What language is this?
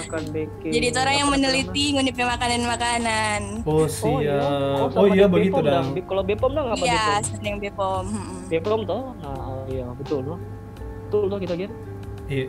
Manado Malay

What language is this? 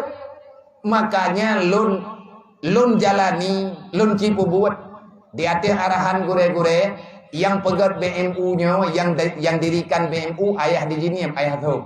Achinese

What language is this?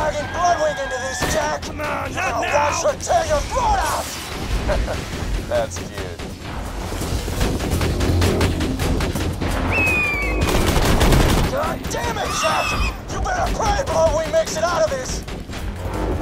English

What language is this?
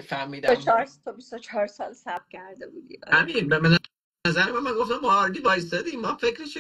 Persian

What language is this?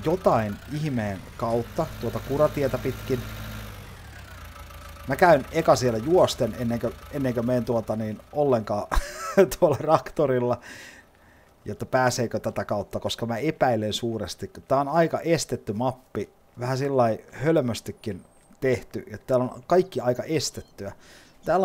Finnish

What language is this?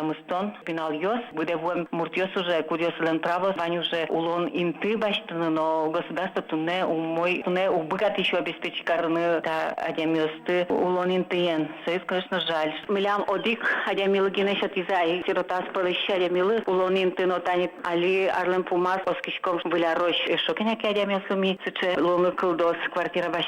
Udmurt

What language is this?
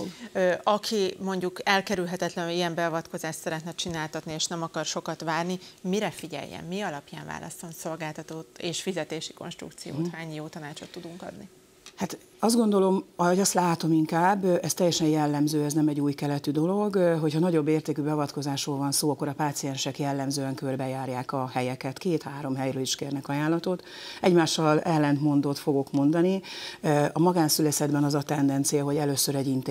Hungarian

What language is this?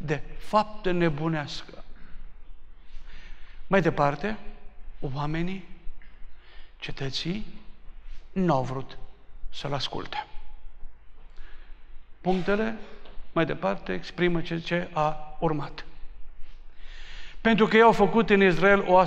Romanian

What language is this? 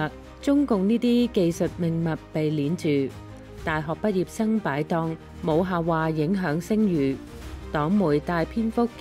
Cantonese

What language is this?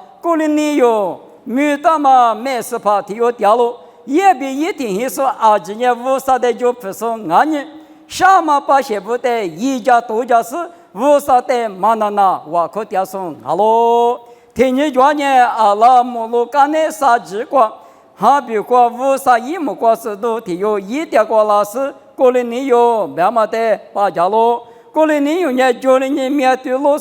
Lisu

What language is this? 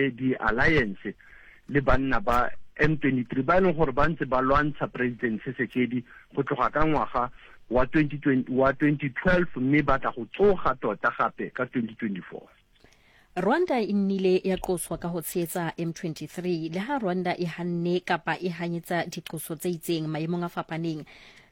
Southern Sotho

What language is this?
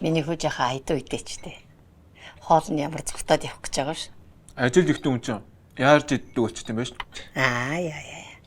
Mongolian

